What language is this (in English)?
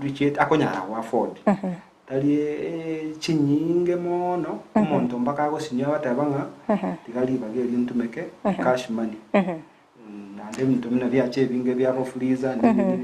Gusii